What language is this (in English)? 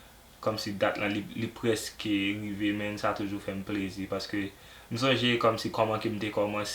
Haitian Creole